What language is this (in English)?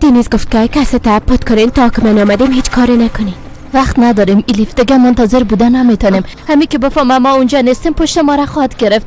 Persian